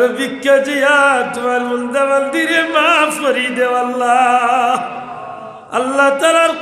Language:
Sylheti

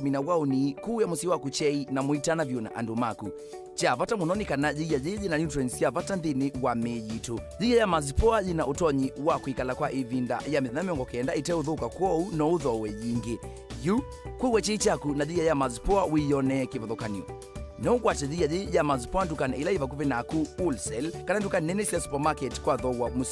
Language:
Kamba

